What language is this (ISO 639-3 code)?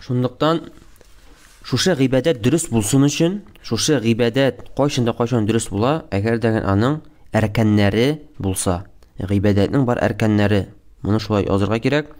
tat